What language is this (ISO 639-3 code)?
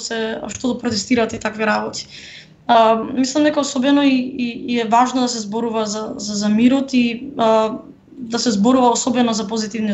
mkd